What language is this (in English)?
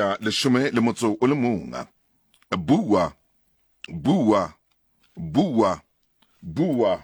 Southern Sotho